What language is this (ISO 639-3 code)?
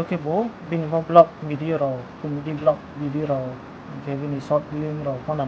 ria